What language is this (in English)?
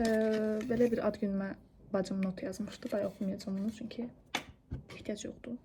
Azerbaijani